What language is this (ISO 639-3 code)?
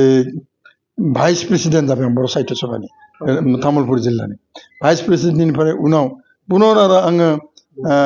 brx